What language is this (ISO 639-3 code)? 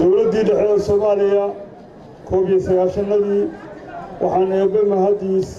som